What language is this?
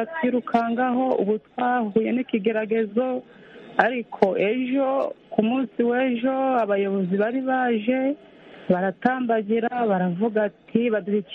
Kinyarwanda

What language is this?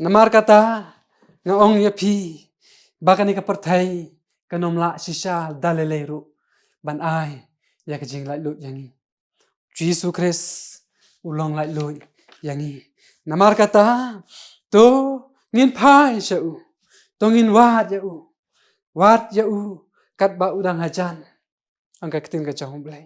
Khasi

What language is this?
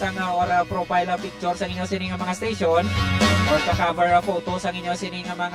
Hiligaynon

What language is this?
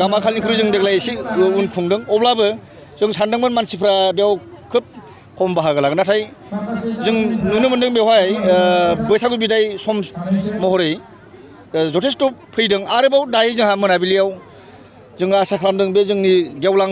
Bodo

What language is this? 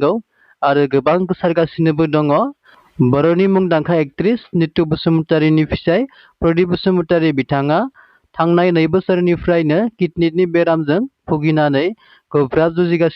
Bodo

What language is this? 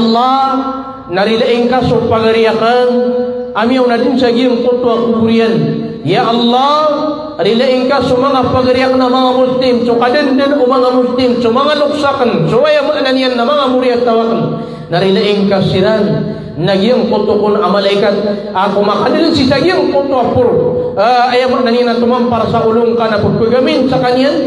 Maranao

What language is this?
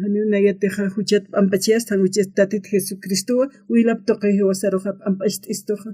Aymara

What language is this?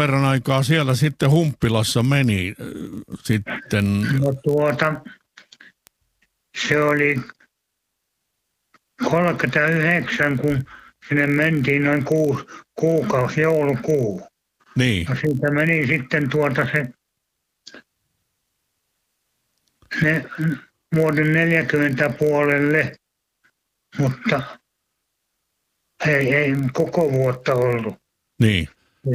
Finnish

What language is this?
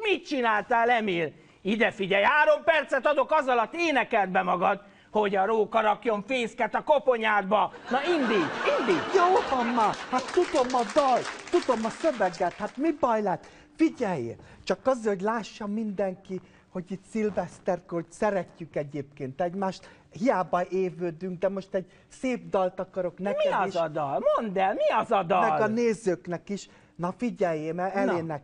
Hungarian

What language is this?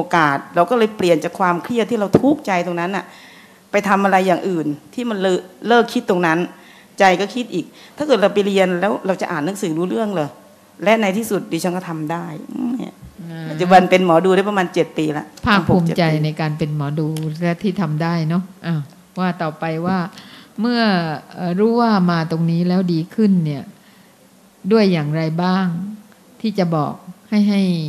Thai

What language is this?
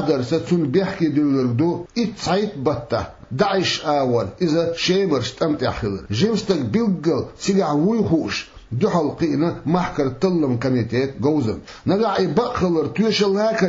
Chechen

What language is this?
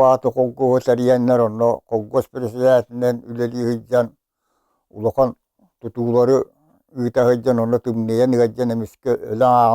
Yakut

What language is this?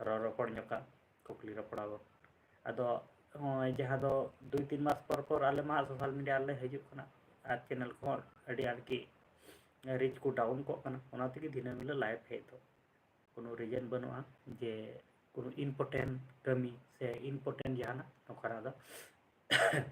Santali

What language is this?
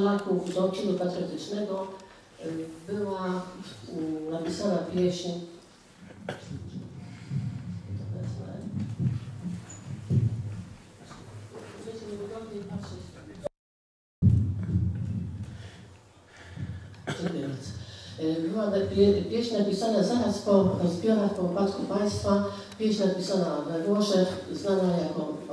Polish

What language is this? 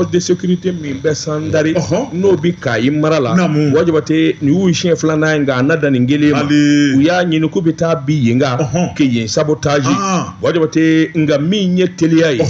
Bambara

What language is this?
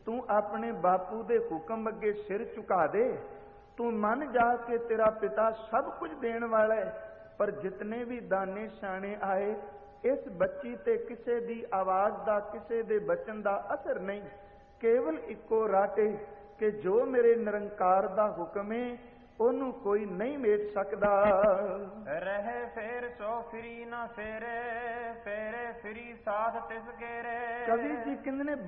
Punjabi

